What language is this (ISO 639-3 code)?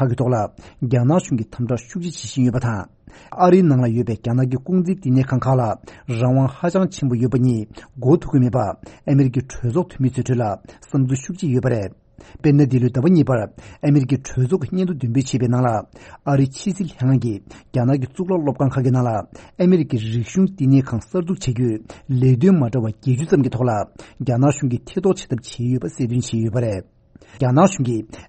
bod